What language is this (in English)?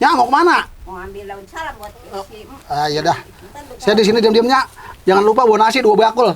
Betawi